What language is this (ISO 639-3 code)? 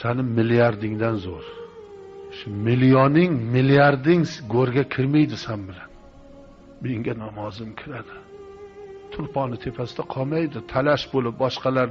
uzb